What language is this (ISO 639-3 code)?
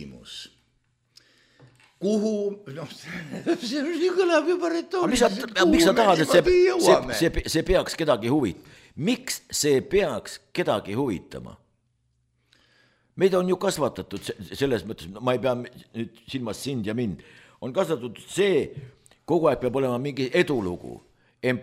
est